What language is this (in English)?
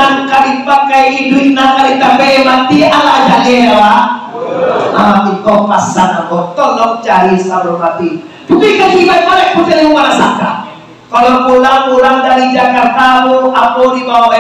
Minangkabau